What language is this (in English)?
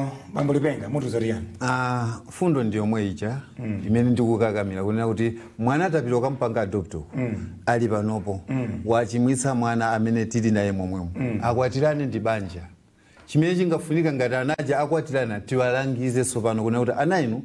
Nyanja